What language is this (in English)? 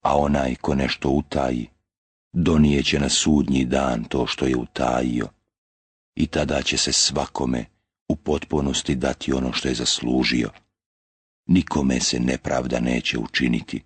Bosnian